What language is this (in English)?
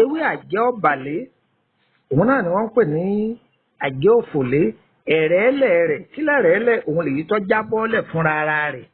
Yoruba